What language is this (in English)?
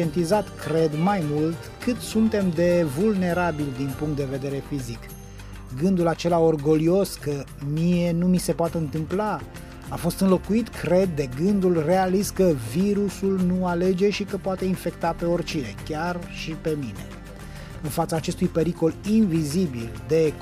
Romanian